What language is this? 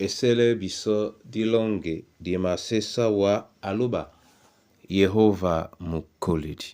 Duala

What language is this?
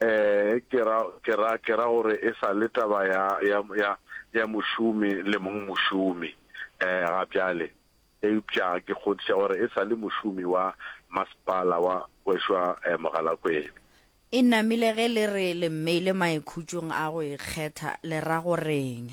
Northern Sotho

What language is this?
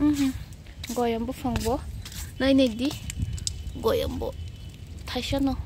Kok Borok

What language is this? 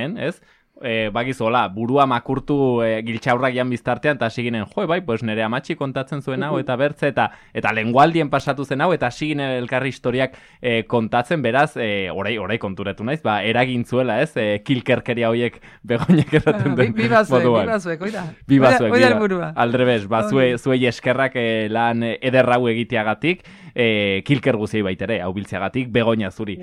Basque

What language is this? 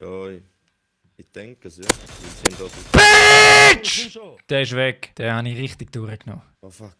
Swiss German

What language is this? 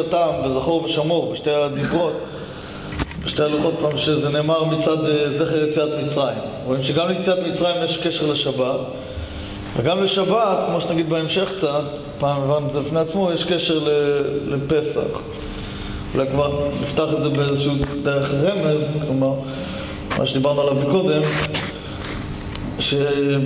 Hebrew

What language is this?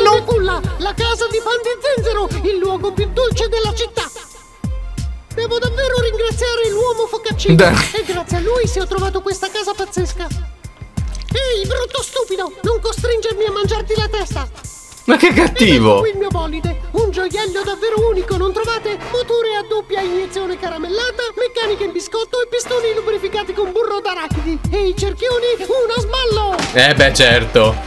Italian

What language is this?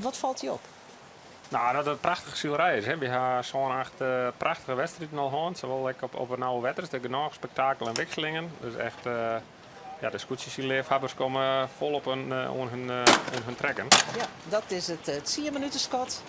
Western Frisian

